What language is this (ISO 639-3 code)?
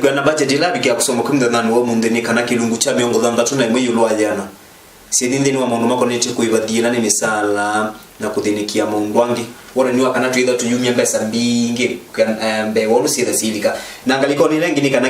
kam